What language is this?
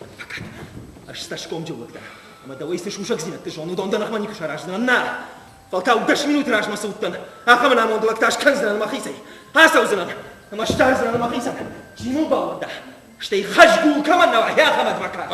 Ossetic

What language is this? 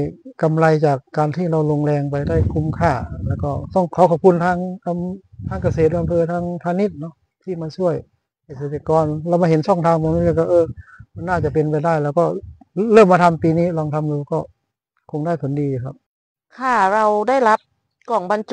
Thai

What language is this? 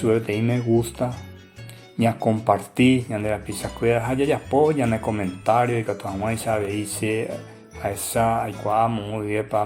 Guarani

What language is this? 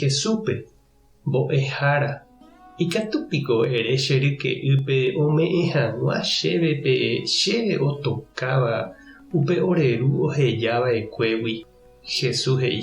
Guarani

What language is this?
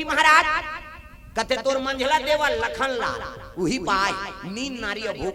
Chhattisgarhi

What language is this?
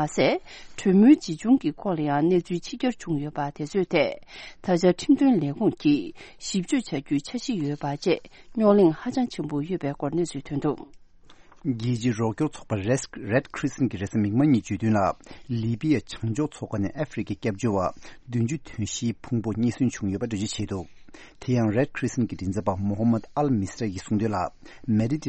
Tibetan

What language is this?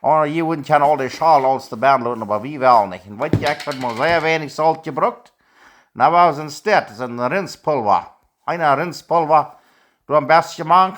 Plautdietsch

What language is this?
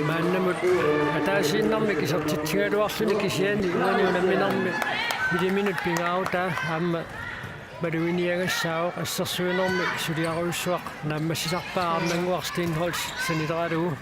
Kalaallisut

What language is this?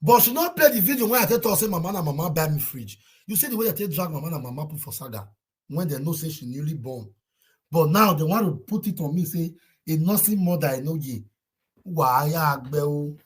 Nigerian Pidgin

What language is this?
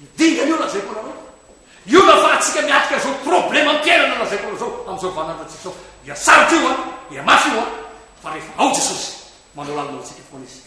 Malagasy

